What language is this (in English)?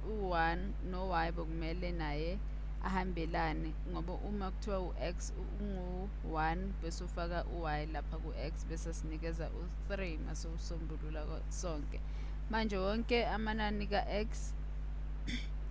Zulu